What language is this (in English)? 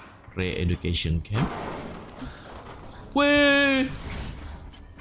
Indonesian